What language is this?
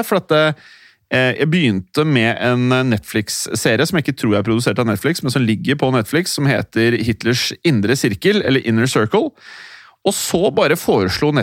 Norwegian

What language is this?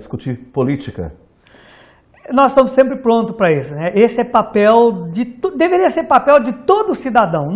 Portuguese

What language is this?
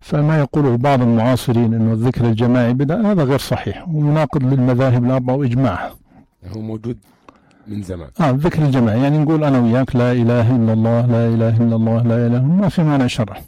North Levantine Arabic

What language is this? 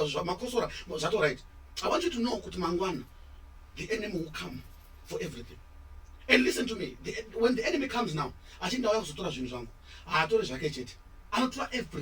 Shona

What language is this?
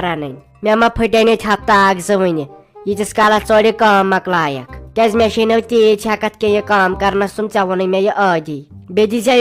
Kashmiri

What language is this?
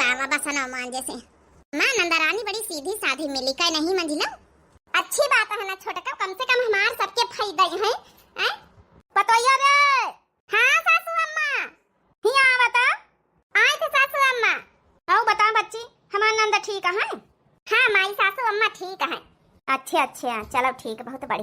Awadhi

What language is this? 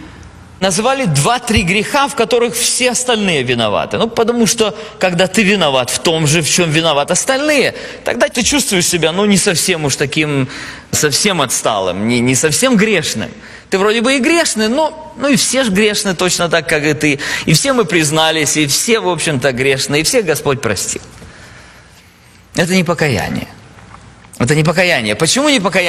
Russian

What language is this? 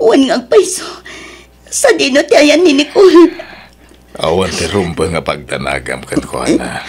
Iloko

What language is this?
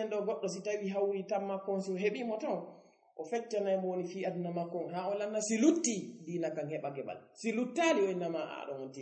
Fula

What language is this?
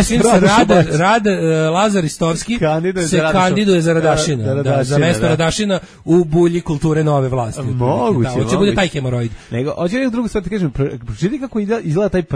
Serbian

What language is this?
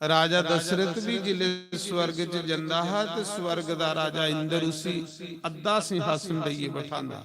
Dogri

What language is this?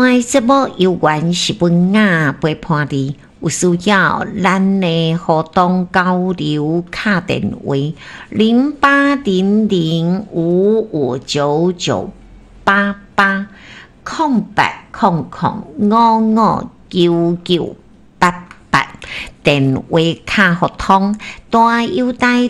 Min Nan Chinese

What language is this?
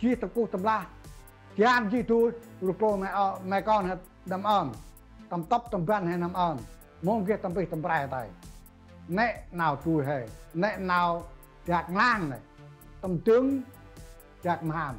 Central Mnong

